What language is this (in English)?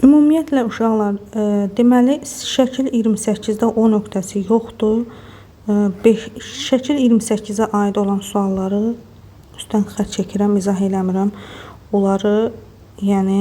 Azerbaijani